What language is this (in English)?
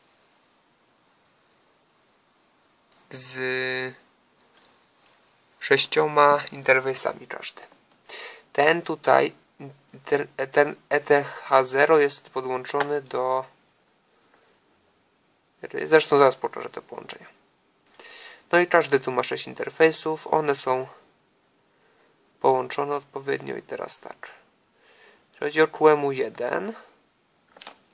Polish